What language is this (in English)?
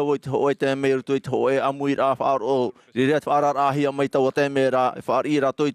Tahitian